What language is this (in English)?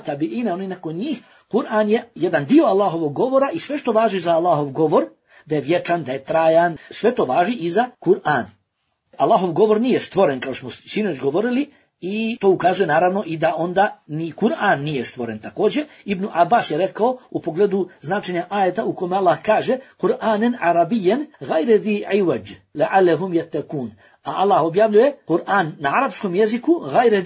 Bosnian